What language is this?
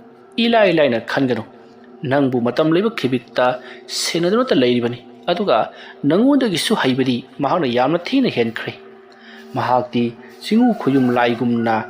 Manipuri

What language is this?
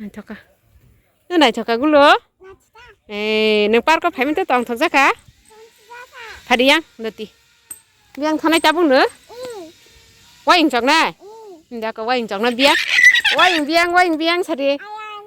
Kok Borok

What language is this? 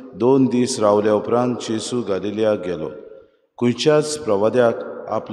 Konkani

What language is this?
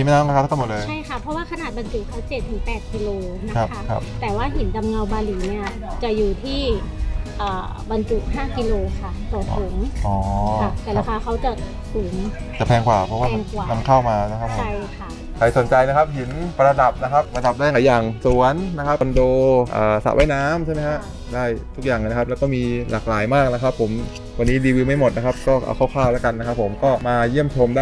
Thai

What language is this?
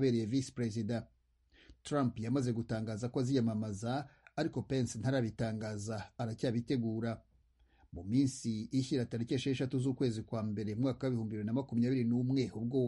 Kinyarwanda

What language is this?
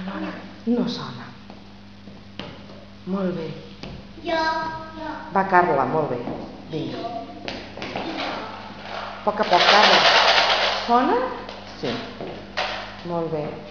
Catalan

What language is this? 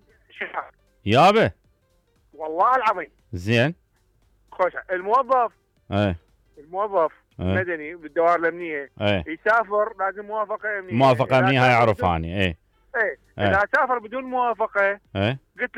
Mesopotamian Arabic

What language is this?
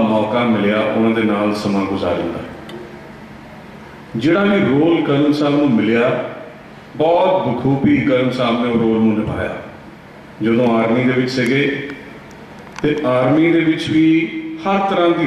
Punjabi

